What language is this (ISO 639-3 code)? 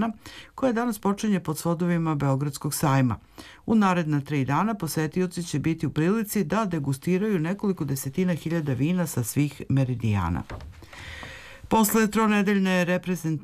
srp